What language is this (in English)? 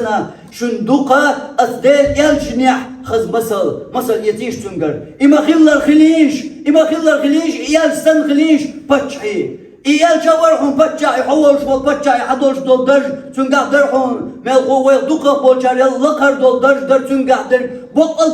Chechen